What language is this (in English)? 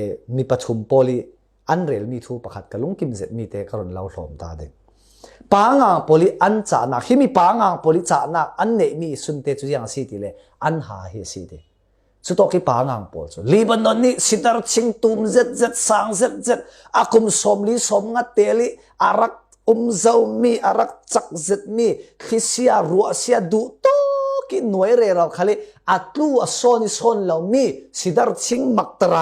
Falam Chin